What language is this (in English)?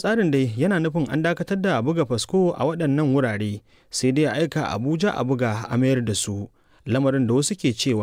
Hausa